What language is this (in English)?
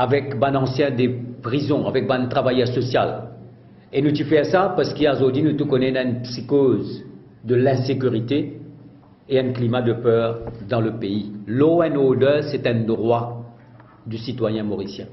Morisyen